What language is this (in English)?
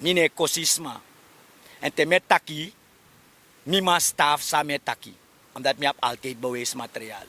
Sranan Tongo